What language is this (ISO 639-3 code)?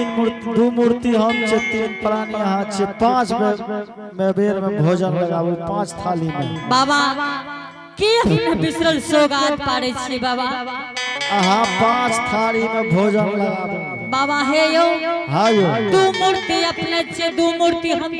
anp